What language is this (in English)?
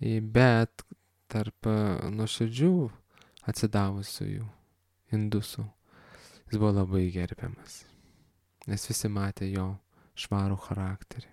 Lithuanian